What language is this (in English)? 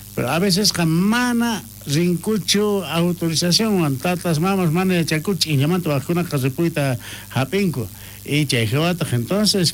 South Bolivian Quechua